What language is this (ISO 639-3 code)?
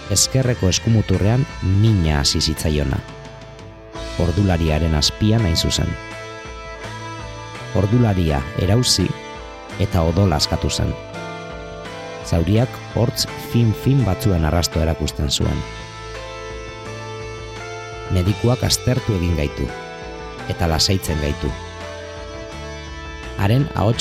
eus